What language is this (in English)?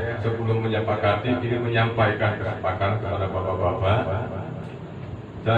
Indonesian